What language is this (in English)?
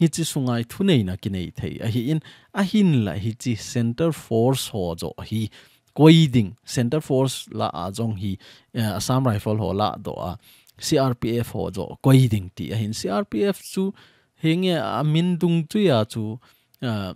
Thado Chin